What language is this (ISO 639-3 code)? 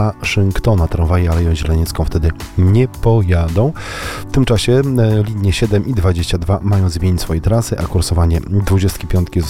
pol